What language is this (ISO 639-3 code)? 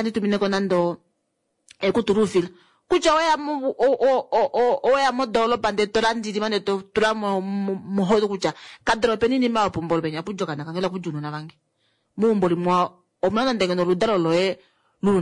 kua